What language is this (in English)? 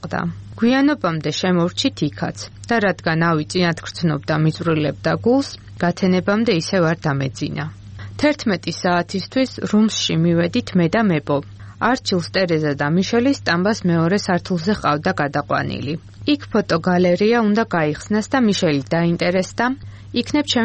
Georgian